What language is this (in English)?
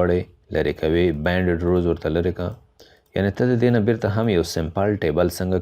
Pashto